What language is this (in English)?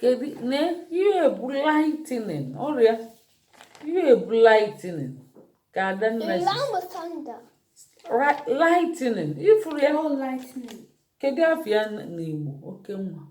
Igbo